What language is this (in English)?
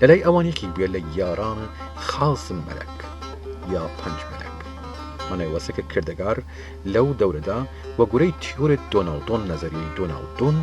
Southern Kurdish